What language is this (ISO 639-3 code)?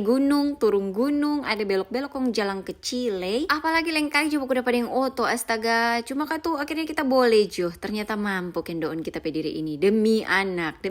xmm